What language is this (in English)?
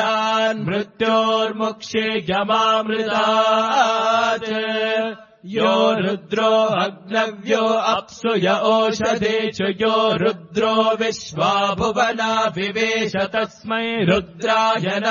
Sanskrit